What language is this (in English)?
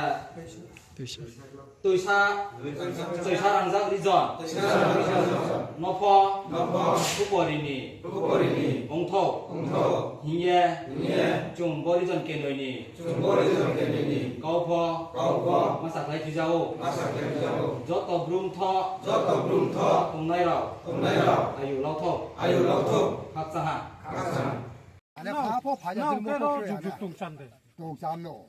Riang (India)